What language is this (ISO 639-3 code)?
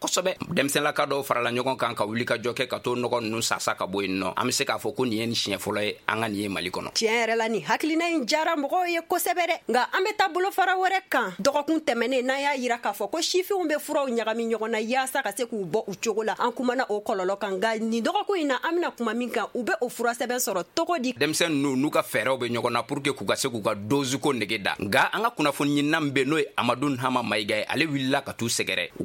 bam